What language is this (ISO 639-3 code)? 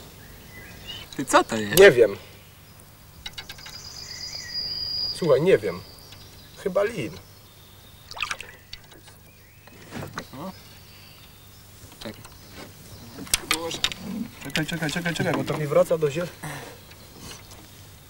pol